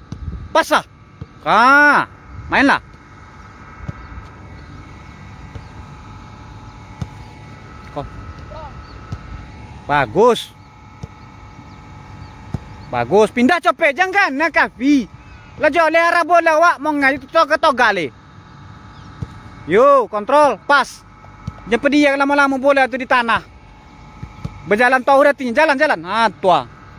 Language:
Malay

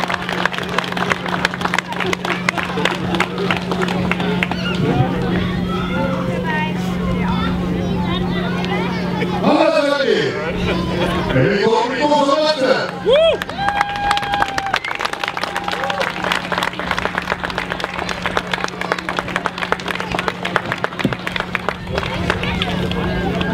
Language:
Icelandic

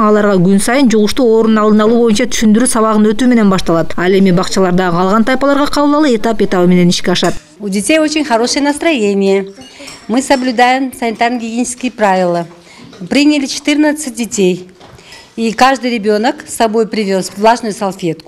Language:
Kyrgyz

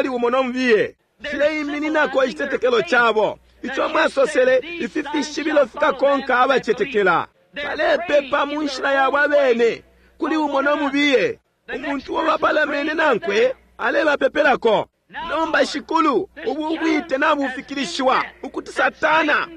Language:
Bemba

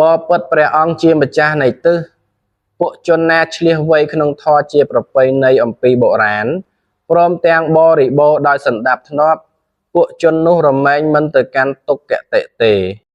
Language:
Khmer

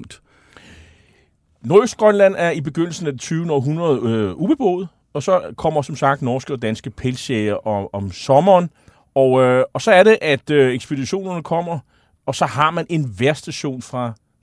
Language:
Danish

